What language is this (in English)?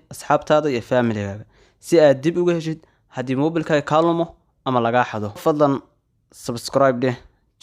Somali